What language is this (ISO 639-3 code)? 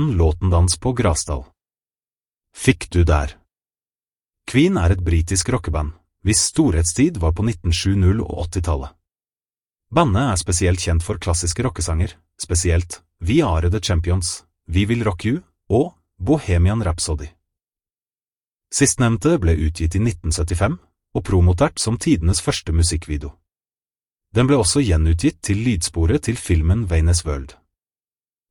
nor